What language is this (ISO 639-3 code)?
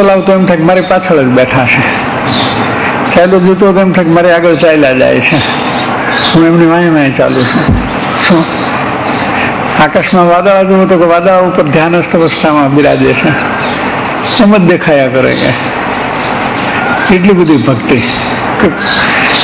guj